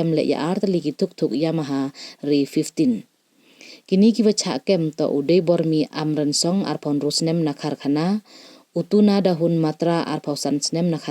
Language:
Pnar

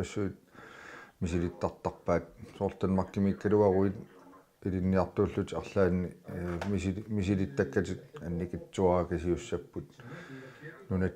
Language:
Kalaallisut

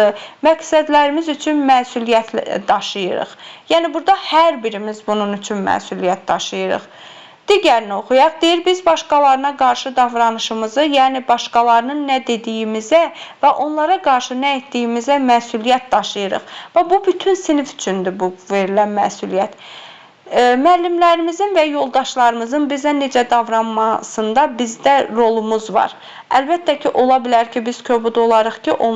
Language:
Azerbaijani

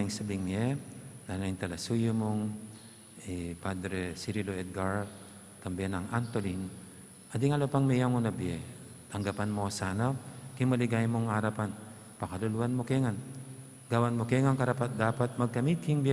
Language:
Pampanga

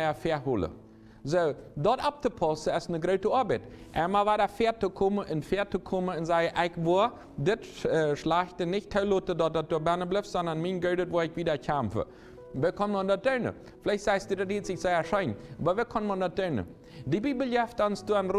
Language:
Plautdietsch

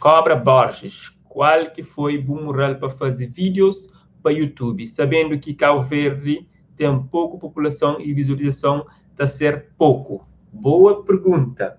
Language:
Kabuverdianu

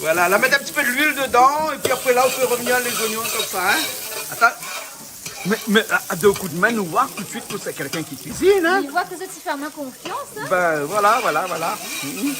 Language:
Réunion Creole French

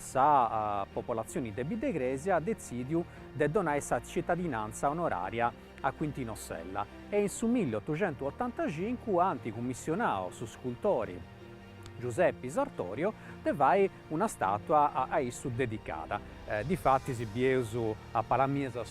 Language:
Sardinian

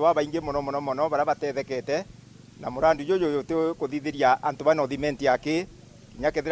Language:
Meru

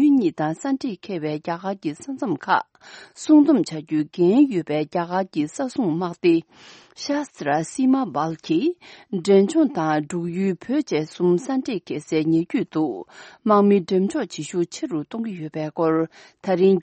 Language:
Tibetan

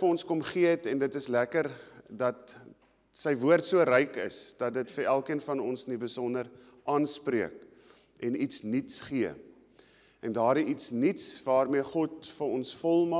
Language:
Afrikaans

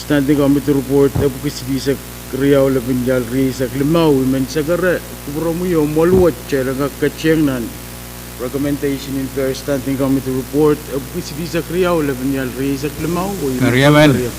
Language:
Pohnpeian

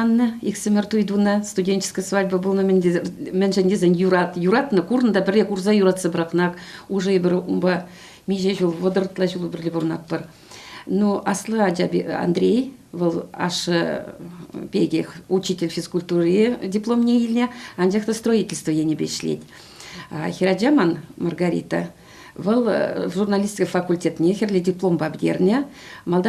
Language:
Chuvash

